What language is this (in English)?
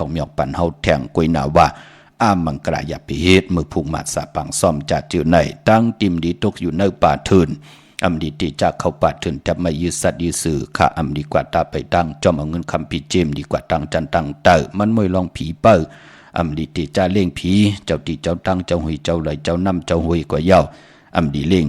Shan